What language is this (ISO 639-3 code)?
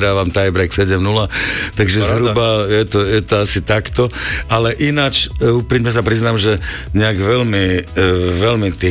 slk